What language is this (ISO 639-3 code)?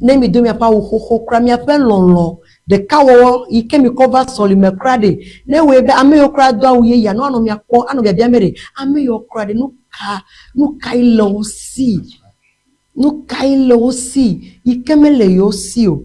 ewe